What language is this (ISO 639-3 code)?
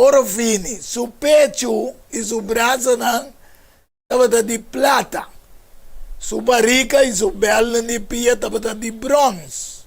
pap